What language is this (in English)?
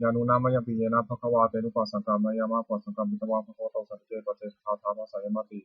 Pali